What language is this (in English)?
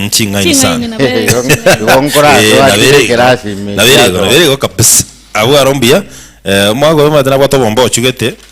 Gusii